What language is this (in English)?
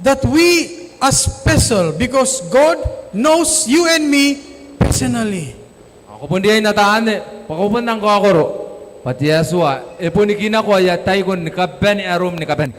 Gilbertese